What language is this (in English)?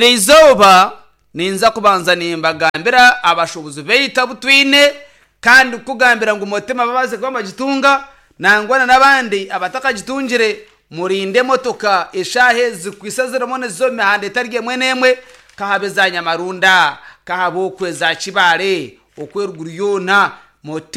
Nyankole